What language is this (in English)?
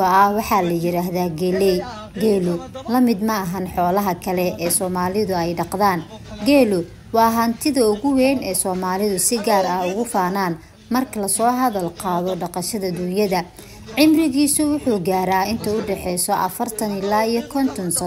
Somali